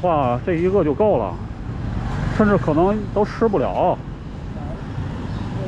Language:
Chinese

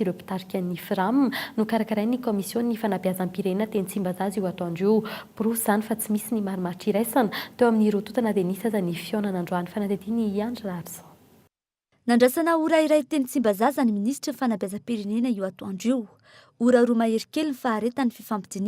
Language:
Malagasy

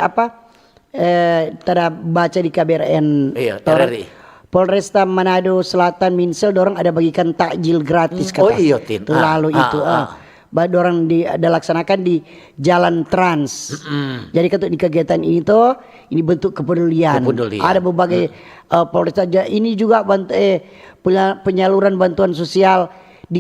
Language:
Manado Malay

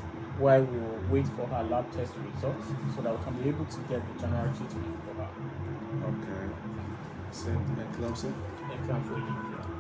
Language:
Nigerian Pidgin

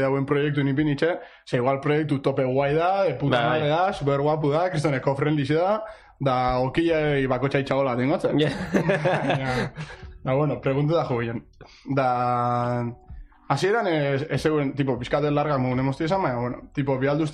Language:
Basque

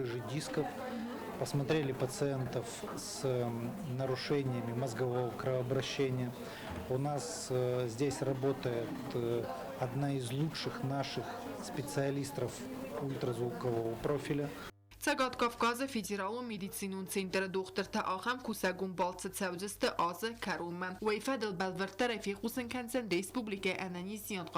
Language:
Ossetic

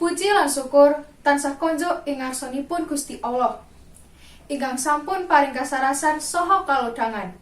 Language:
Javanese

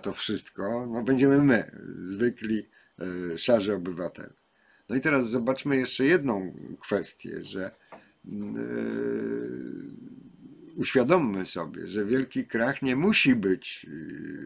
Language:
Polish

